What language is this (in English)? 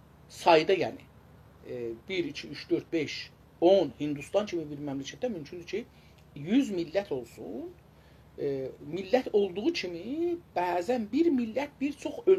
South Azerbaijani